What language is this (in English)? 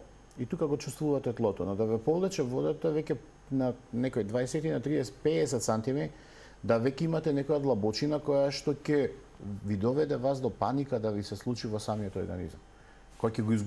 Macedonian